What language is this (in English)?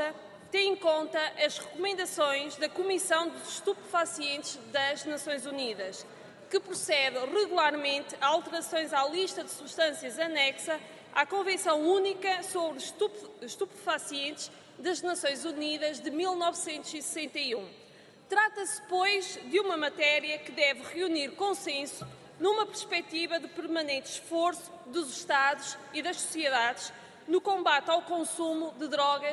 Portuguese